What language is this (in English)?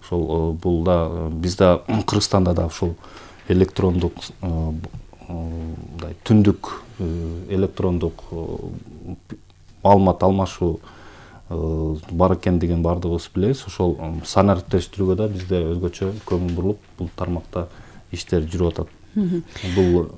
Kyrgyz